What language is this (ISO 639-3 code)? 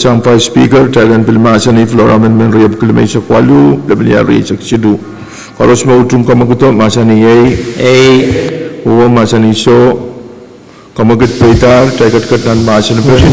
pon